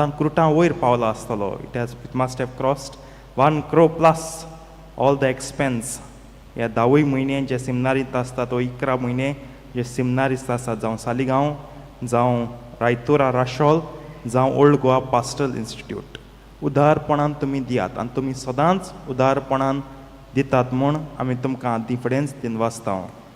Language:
Konkani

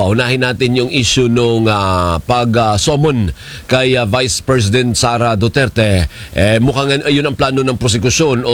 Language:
Filipino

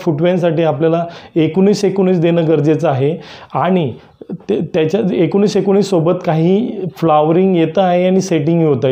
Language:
Marathi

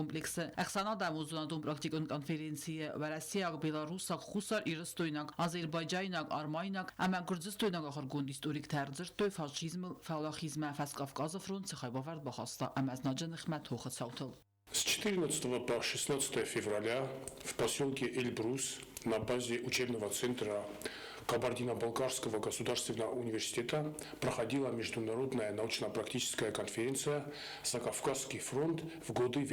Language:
Ossetic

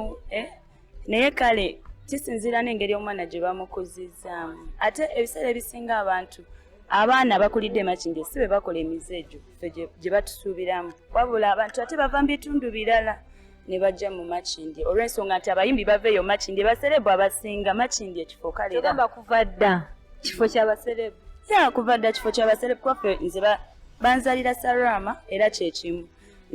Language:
Ganda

